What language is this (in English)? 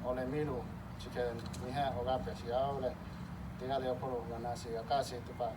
Lahu